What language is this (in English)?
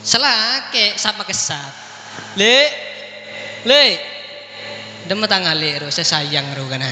Madurese